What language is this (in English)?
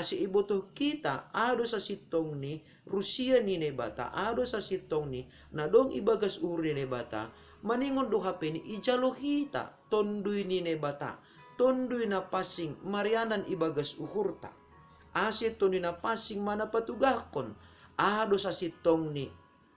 Batak Simalungun